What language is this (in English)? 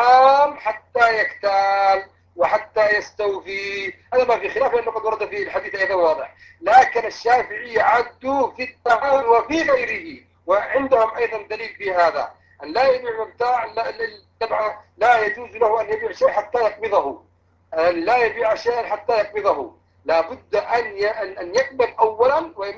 Arabic